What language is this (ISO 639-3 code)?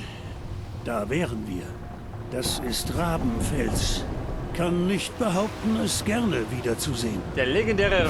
bar